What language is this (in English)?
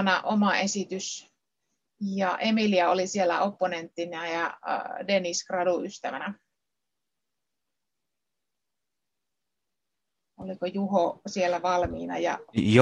Finnish